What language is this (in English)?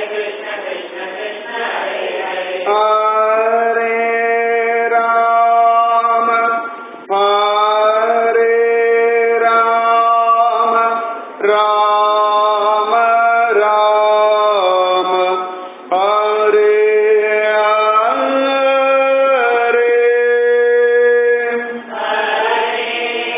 Tamil